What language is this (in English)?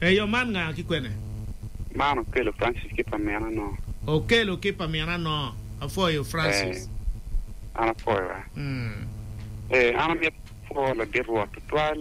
Acoli